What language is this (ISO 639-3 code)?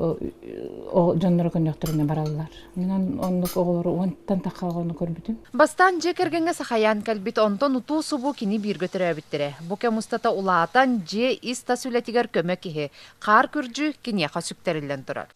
sah